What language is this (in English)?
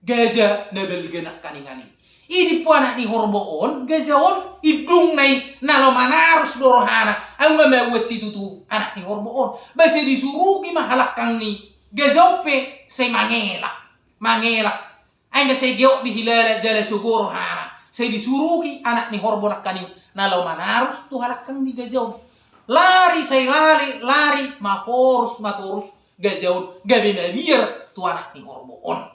Batak Toba